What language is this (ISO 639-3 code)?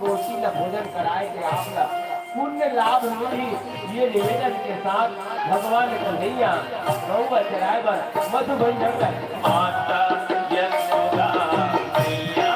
hne